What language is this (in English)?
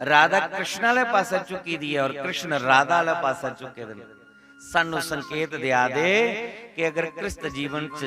Dogri